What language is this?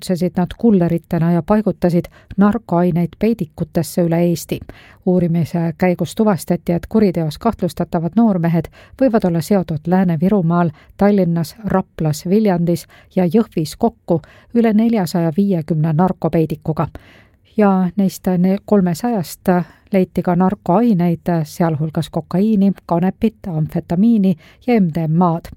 Estonian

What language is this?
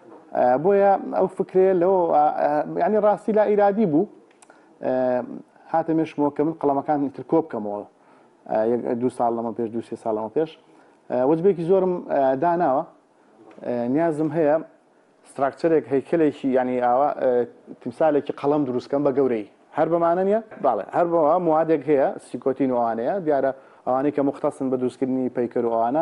Central Kurdish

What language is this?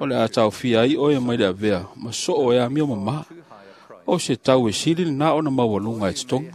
Samoan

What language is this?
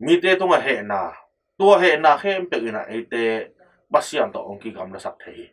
Tedim Chin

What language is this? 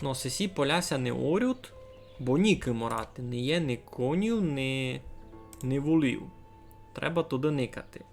Rusyn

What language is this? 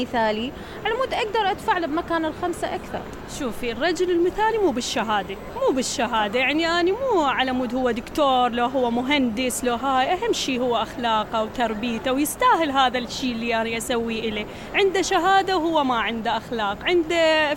Mesopotamian Arabic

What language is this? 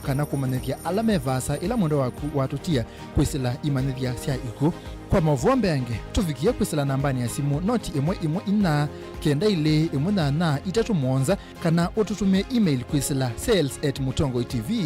Kamba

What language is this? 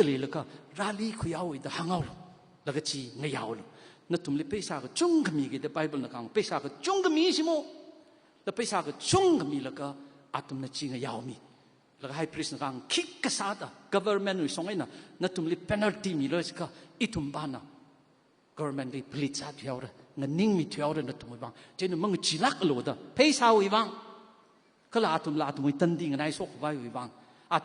Tangkhul Naga (India)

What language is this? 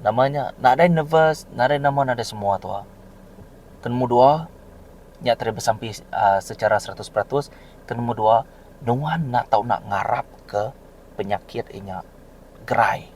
Iban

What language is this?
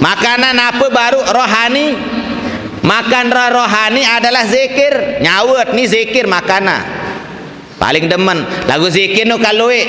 Sasak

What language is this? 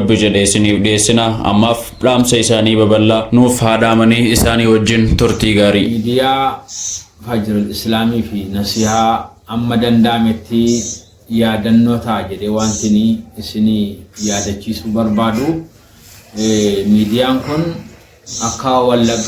Oromo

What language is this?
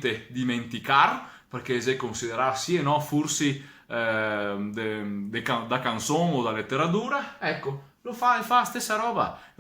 Venetian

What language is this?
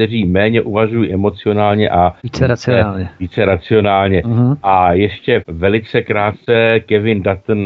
Czech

